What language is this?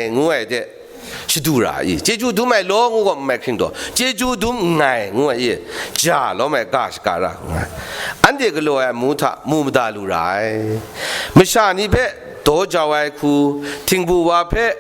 Kachin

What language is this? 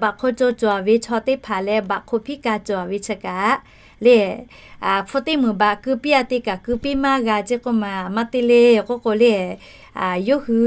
Lahu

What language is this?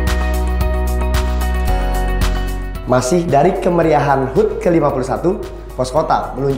Indonesian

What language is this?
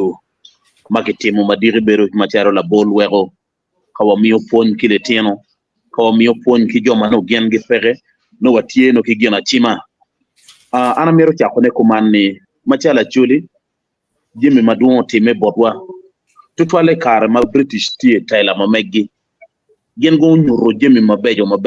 Acoli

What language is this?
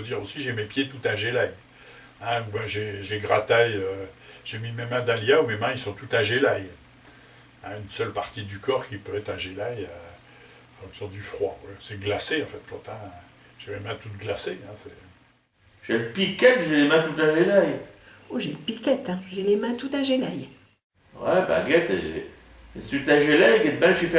Picard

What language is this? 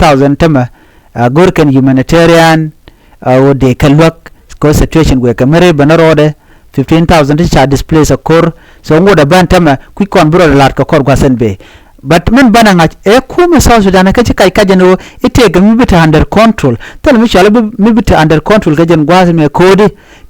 Nuer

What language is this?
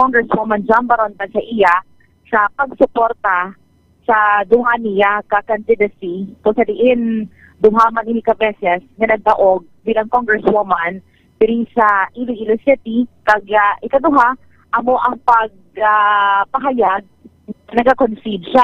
Hiligaynon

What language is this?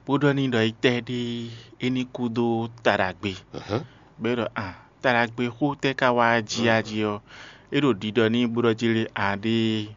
Fon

